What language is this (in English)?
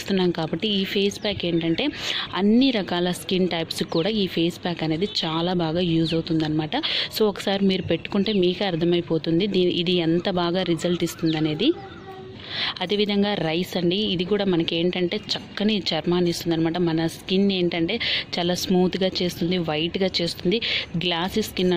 Telugu